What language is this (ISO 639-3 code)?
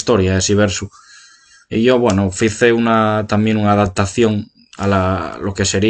ast